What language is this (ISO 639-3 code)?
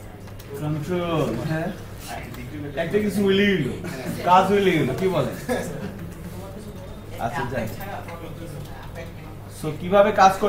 ben